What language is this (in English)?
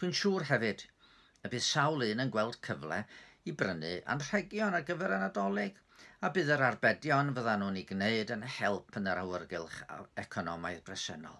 Welsh